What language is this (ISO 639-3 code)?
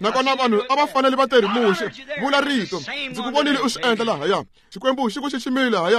tso